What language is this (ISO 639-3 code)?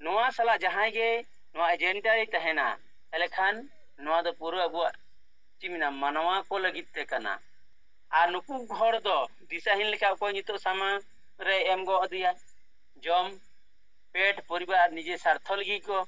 sat